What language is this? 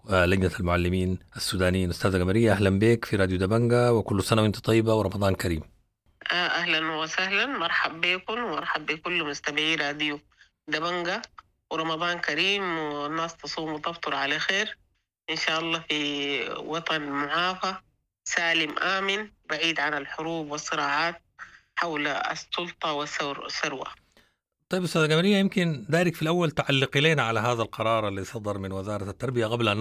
Sudanese Arabic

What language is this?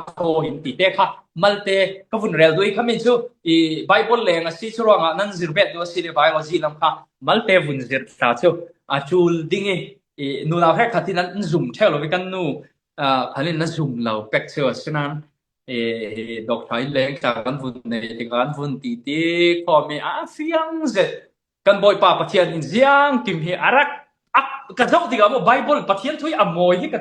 Falam Chin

